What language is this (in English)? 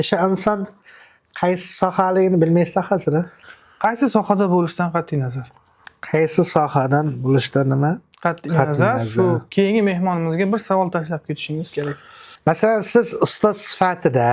Uzbek